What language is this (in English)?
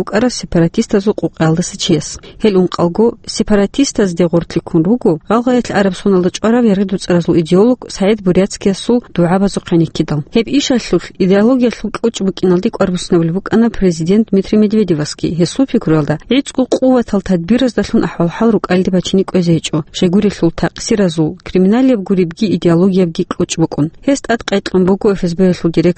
Avaric